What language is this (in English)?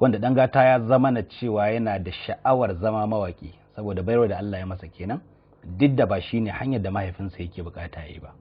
Hausa